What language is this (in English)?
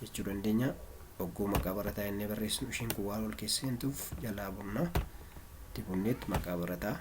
Oromo